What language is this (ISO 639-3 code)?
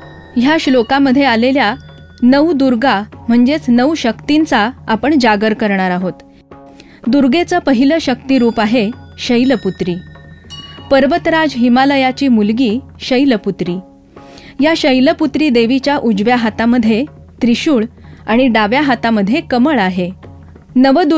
mar